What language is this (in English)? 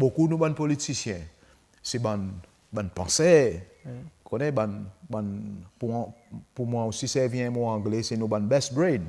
Seselwa Creole French